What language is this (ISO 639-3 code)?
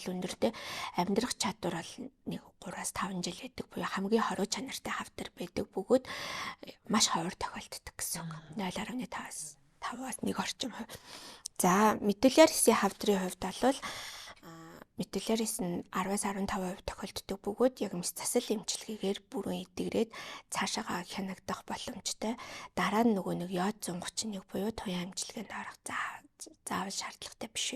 mon